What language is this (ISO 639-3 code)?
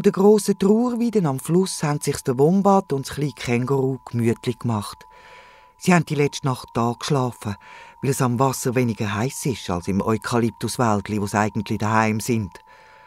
gsw